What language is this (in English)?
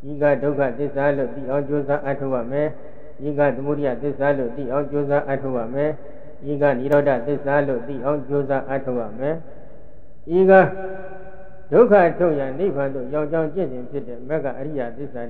Burmese